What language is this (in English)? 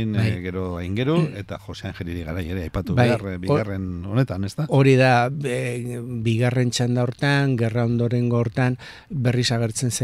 Basque